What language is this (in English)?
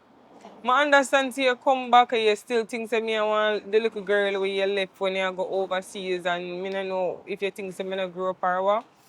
Jamaican Creole English